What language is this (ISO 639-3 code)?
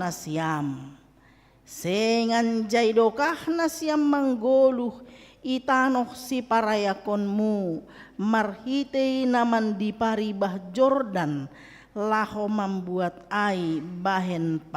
bts